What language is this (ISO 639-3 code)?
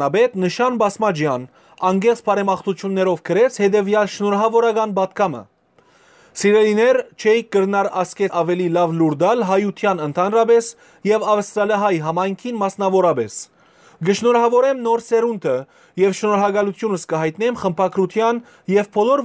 hyw